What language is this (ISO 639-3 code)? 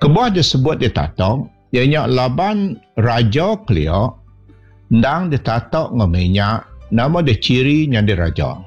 iba